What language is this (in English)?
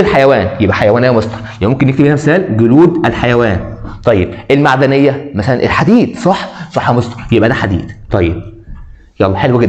Egyptian Arabic